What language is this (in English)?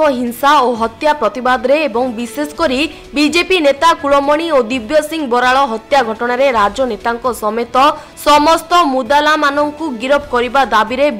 Odia